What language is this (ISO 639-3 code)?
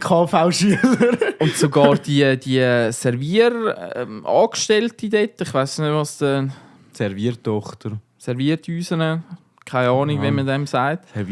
gsw